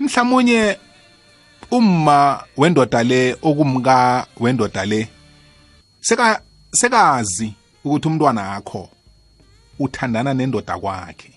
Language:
South Ndebele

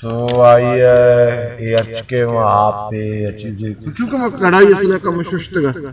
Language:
Baluchi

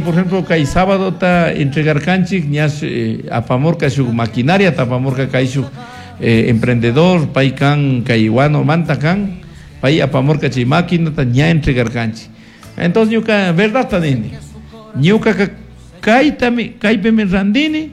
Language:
Chimborazo Highland Quichua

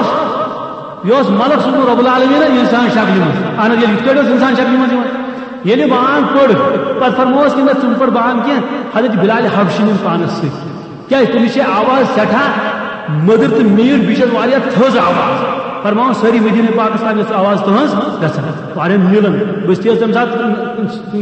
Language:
Kashmiri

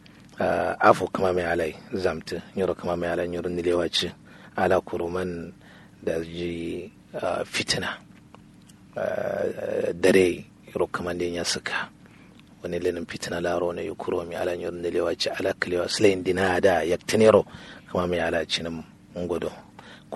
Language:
Kanuri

